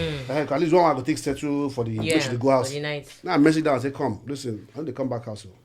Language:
Nigerian Pidgin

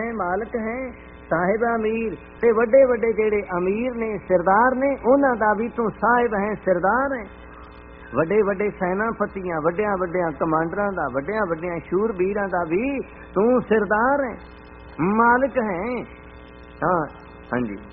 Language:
Punjabi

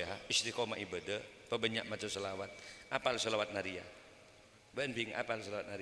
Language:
Madurese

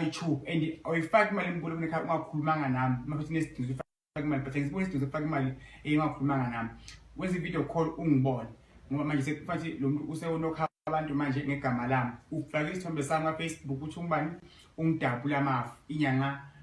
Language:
Zulu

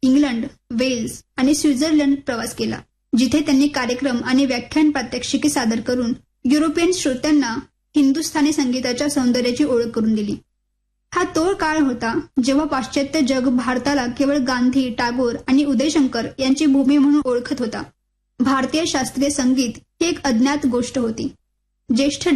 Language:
Marathi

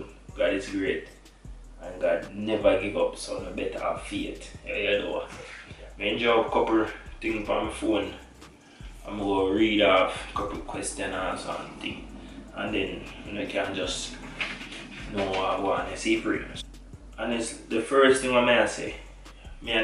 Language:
Jamaican Creole English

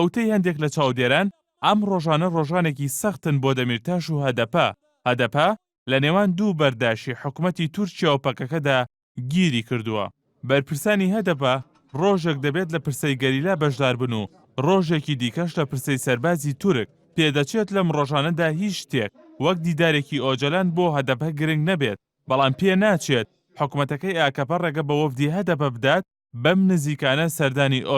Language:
Central Kurdish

